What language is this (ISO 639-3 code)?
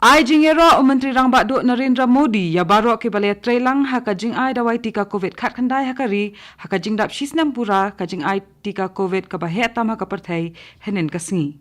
kha